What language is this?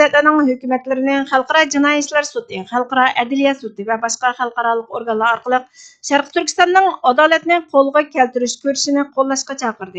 Uyghur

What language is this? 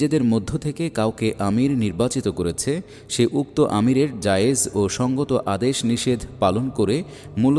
Bangla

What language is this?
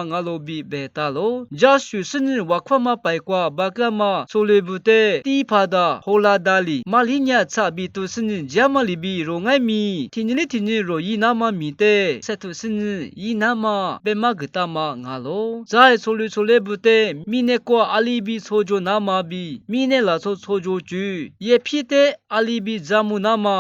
Lisu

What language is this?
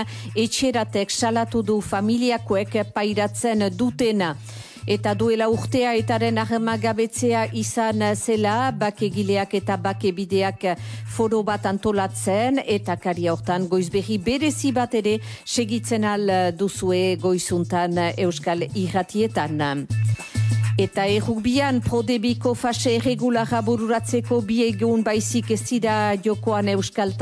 Basque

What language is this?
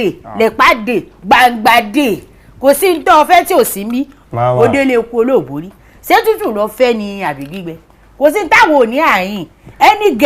Yoruba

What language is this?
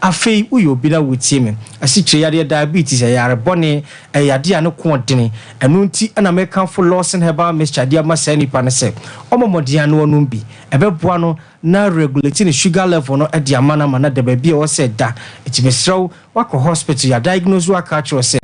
Akan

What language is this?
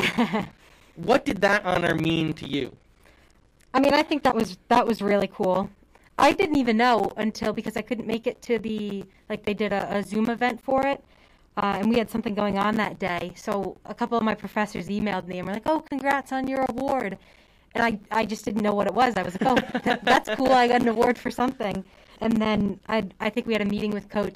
English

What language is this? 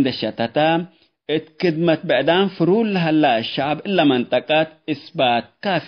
Tigre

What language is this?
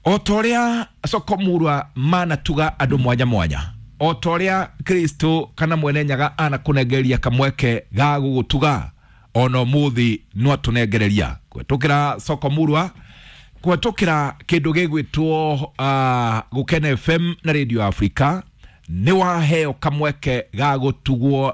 Kikuyu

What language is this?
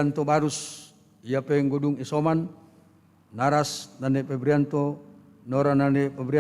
Batak Karo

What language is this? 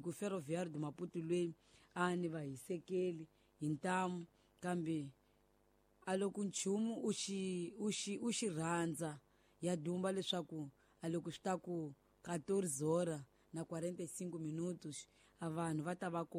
Tsonga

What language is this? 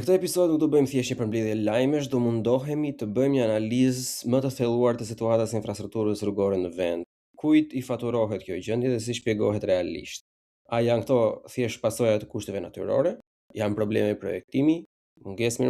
Albanian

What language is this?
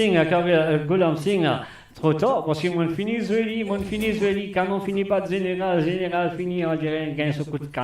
Morisyen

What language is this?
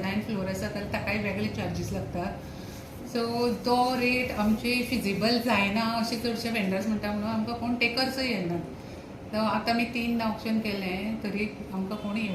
Konkani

